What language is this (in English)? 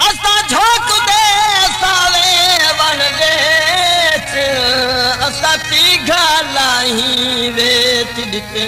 Saraiki